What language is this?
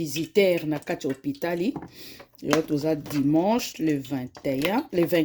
Lingala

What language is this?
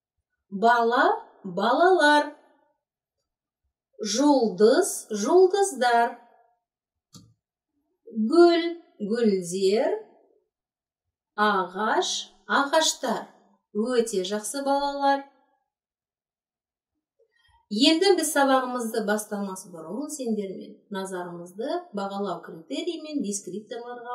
Kazakh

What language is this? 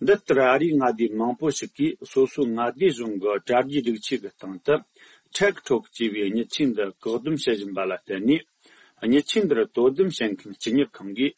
Tibetan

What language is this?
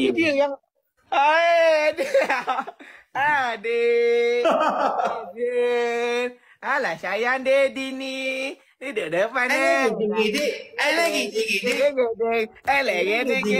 Malay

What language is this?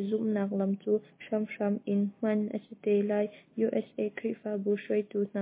Hakha Chin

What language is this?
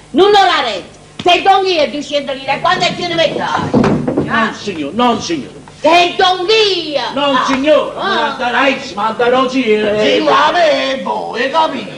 Neapolitan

